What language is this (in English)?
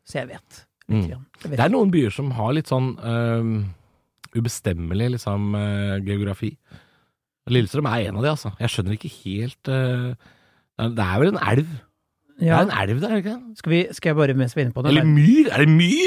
Norwegian